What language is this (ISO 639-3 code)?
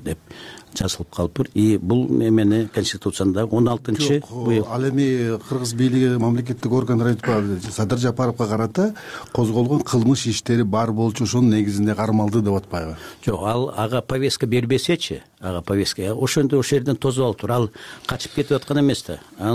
kir